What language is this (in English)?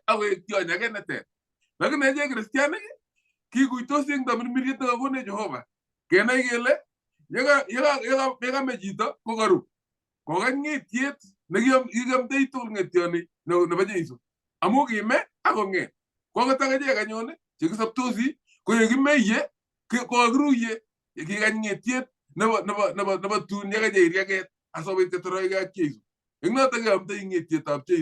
Kalenjin